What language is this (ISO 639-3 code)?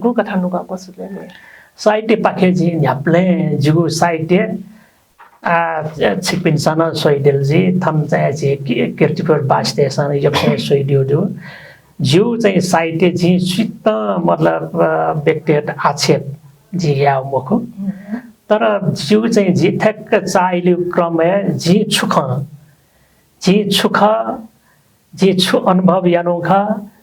new